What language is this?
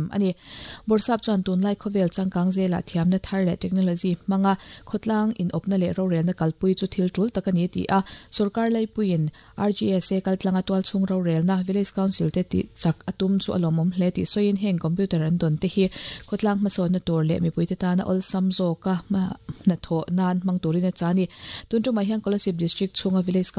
Mizo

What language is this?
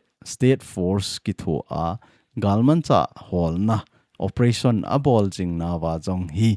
Thado Chin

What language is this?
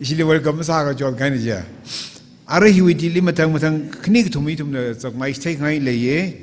Tangkhul Naga (India)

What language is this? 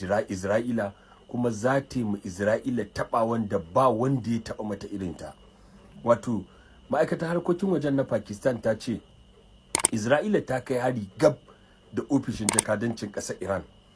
Hausa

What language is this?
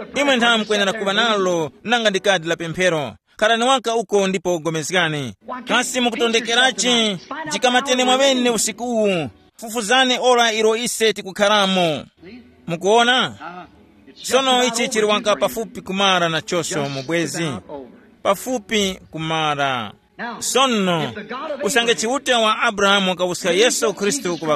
Tumbuka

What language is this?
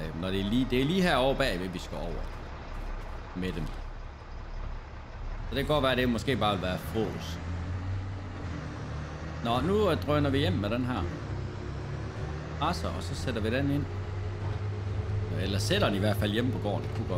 Danish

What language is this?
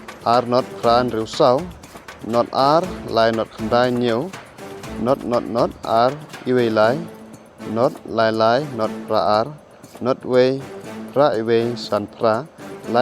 Khasi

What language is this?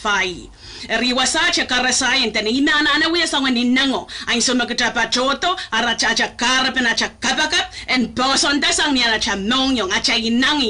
Pohnpeian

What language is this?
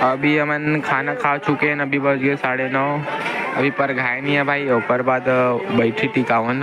Chhattisgarhi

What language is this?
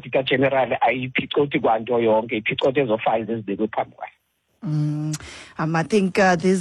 Xhosa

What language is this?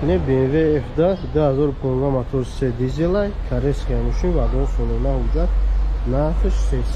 Tajik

